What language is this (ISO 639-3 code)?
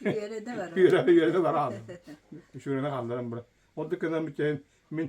sah